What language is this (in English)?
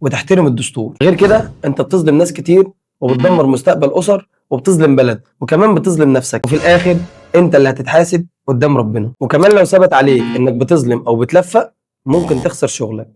Egyptian Arabic